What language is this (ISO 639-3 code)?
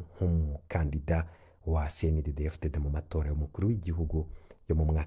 run